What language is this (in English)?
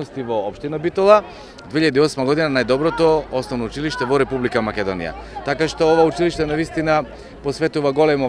Macedonian